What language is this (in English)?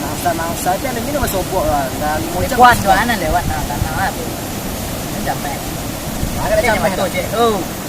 Minangkabau